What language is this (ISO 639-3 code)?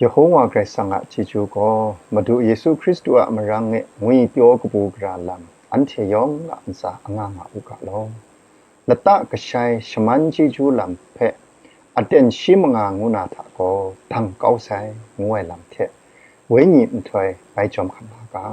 kac